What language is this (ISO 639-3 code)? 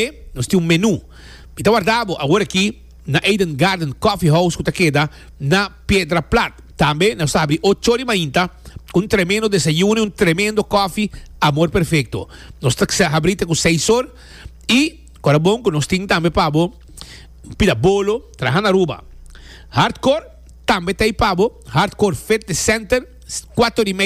pap